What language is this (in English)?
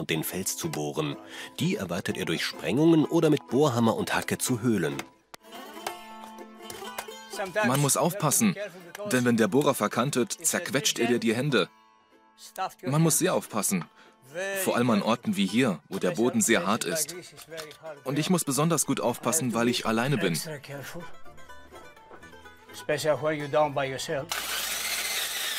German